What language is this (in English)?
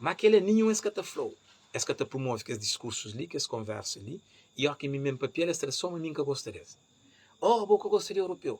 Kabuverdianu